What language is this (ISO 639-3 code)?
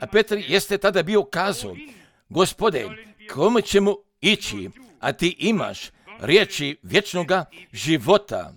hrv